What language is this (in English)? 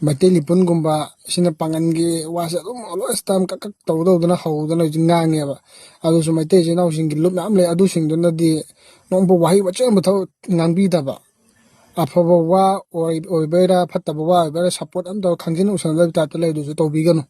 Manipuri